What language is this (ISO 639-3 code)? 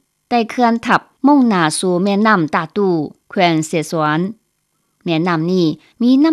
lao